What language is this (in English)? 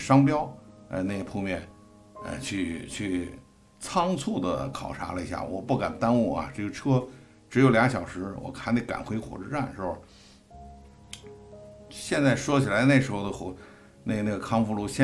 Chinese